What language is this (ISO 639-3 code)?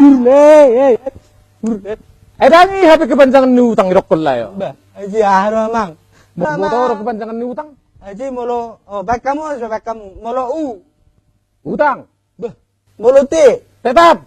bbc